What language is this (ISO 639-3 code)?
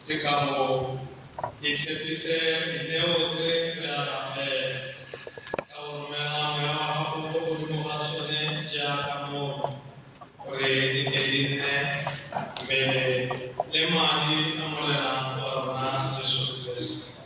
tsn